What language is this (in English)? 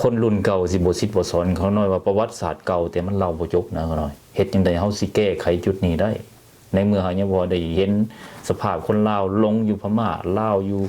Lao